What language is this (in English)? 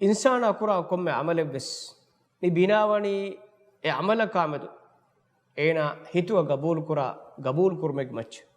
Divehi